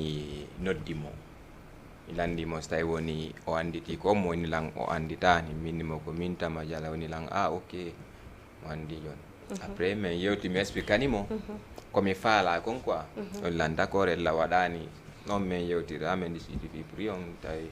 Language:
Fula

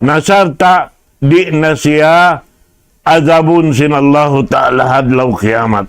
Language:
Tausug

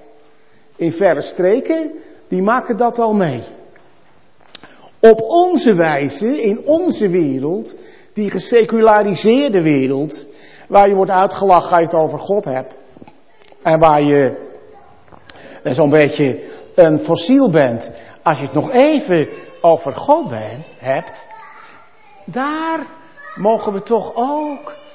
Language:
Dutch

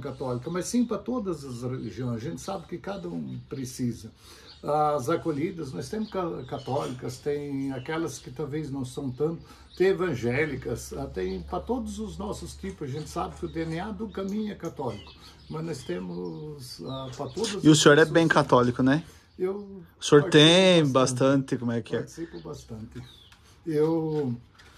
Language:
Portuguese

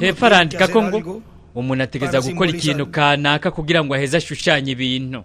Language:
Rundi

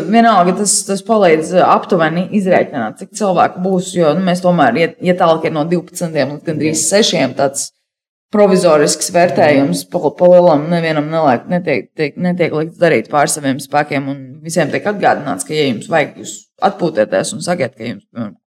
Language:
Latvian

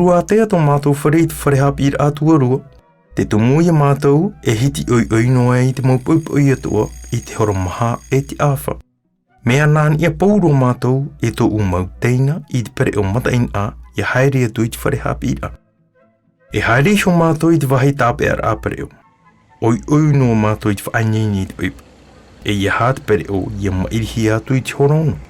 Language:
Tahitian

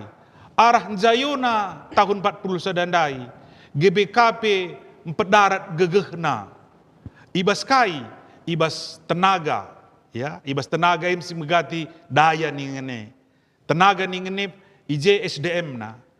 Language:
Batak Karo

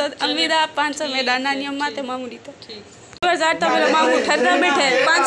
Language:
Saraiki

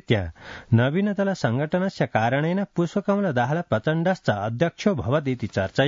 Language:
Sanskrit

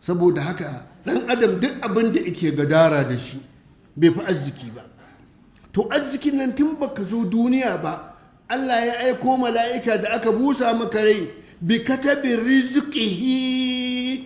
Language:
Hausa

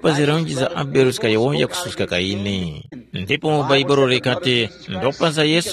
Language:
Tumbuka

